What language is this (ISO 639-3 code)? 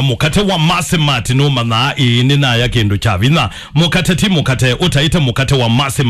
kam